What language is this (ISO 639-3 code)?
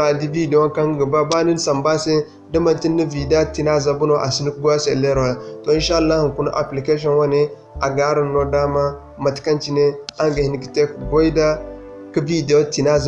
dje